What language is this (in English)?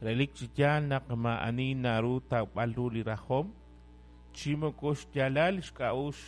Kekchí